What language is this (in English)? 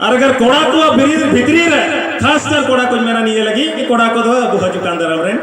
Santali